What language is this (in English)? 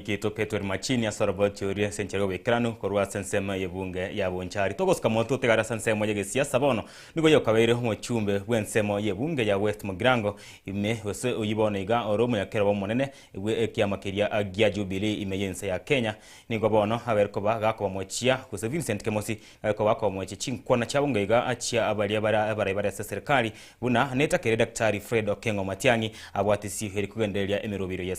Gusii